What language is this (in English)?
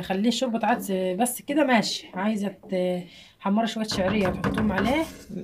Egyptian Arabic